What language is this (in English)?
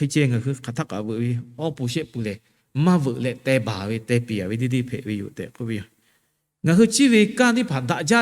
Lahu